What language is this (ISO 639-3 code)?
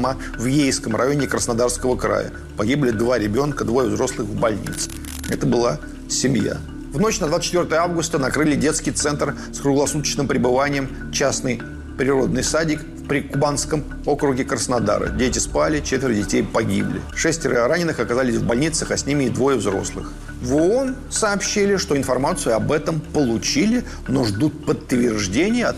rus